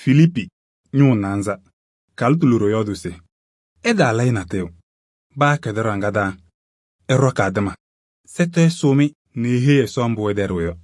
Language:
Kabiyè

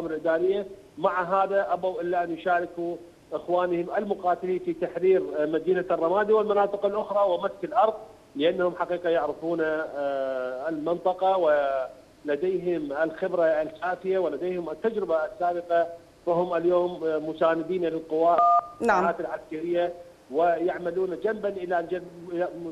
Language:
Mesopotamian Arabic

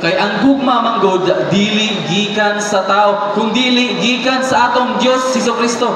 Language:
Cebuano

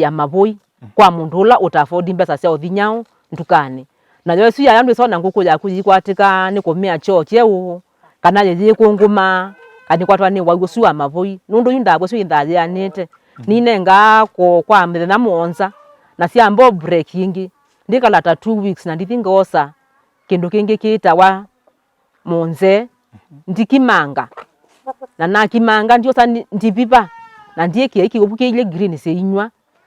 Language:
Kamba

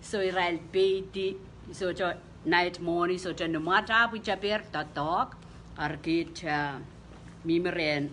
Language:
Pohnpeian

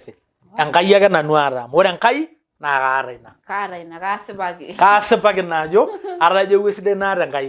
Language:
Masai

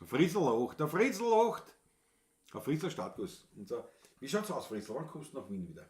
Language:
Bavarian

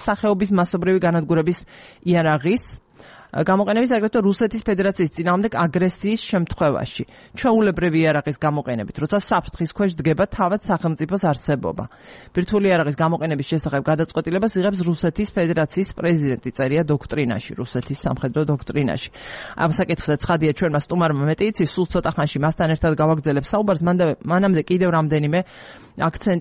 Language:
Georgian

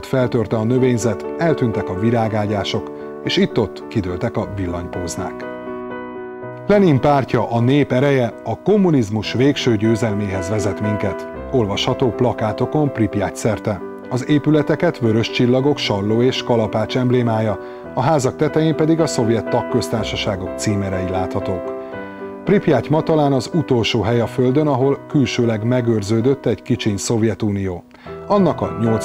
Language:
Hungarian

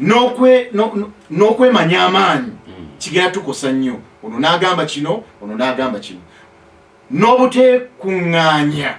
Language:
Ganda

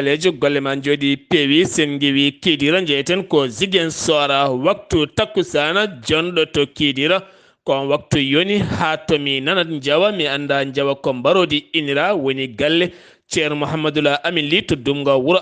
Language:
Fula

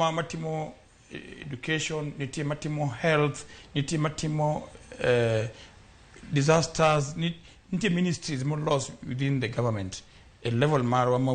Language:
Luo (Kenya and Tanzania)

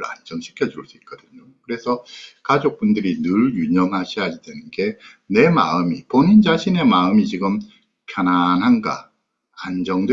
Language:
Korean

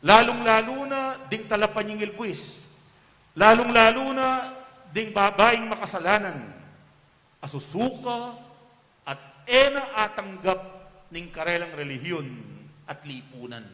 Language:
Pampanga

